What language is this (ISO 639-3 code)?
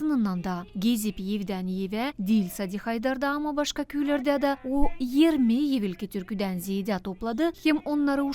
gag